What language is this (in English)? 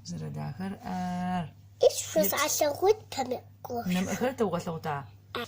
Adyghe